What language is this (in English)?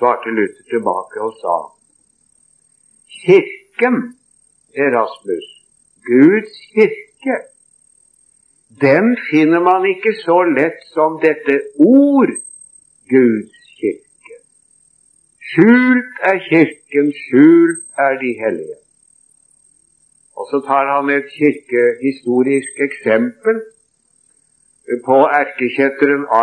Norwegian